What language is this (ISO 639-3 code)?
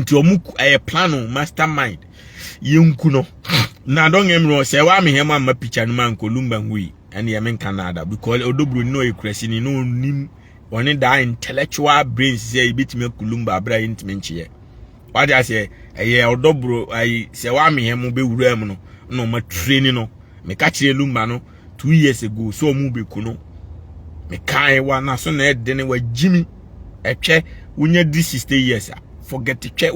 aka